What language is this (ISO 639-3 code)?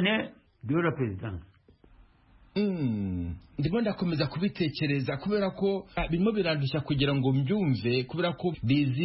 kin